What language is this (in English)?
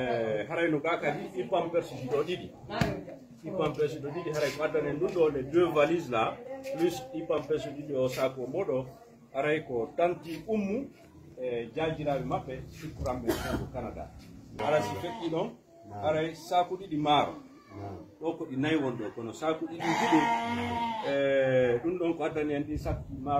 Pular